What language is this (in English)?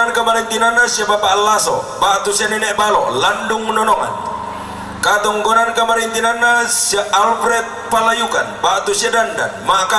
Toraja-Sa'dan